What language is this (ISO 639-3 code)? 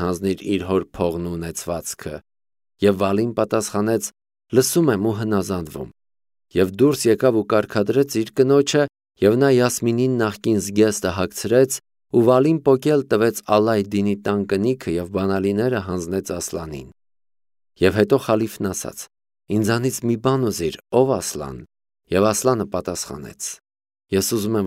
hye